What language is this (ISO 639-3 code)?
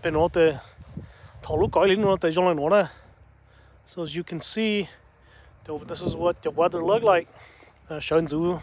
hmn